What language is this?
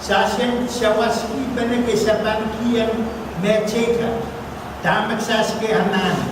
Pohnpeian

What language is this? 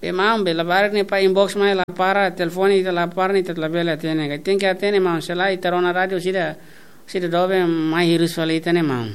Tetum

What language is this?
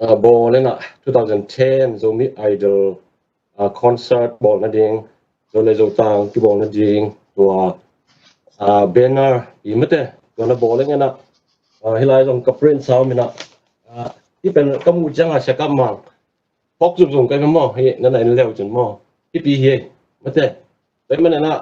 Tedim Chin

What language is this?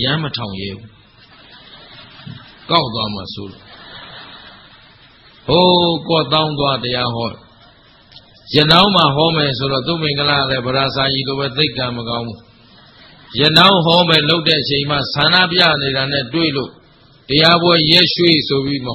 Burmese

